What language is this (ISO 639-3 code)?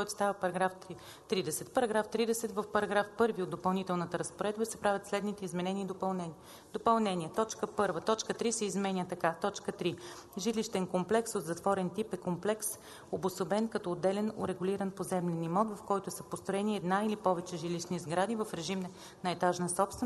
bul